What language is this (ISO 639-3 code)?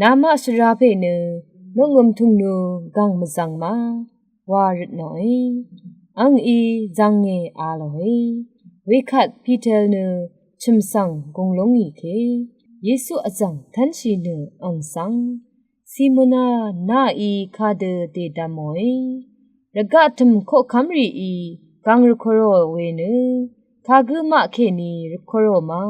raw